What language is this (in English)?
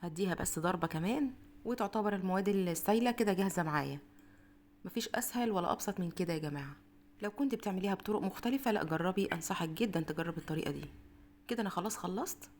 Egyptian Arabic